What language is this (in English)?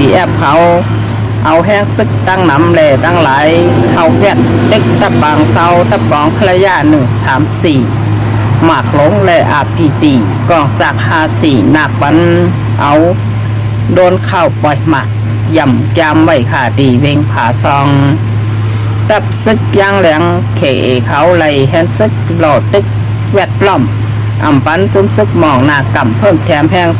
Shan